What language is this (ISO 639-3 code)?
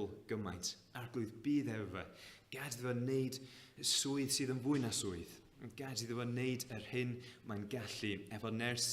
cym